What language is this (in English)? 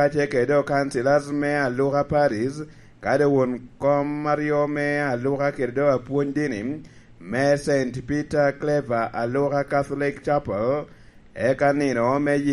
Lango (Uganda)